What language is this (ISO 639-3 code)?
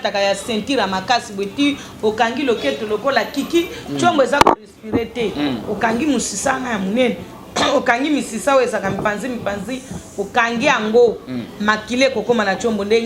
lin